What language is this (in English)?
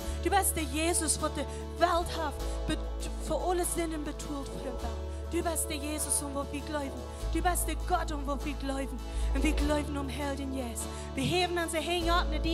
Plautdietsch